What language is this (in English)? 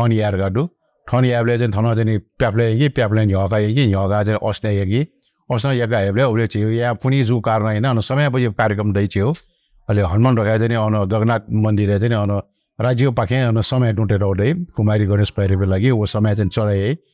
Newari